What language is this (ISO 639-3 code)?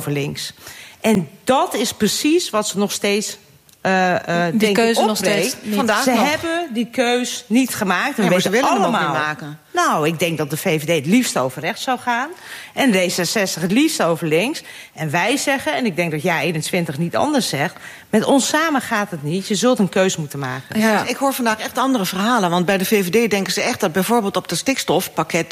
nld